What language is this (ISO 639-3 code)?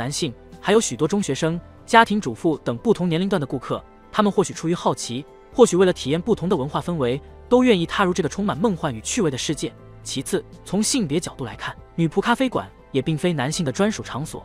zho